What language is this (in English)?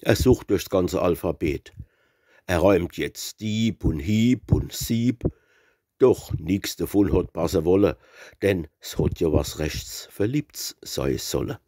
Palatine German